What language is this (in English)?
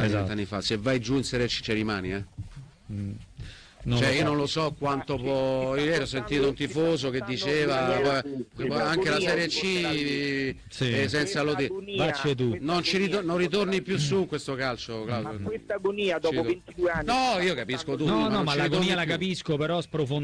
Italian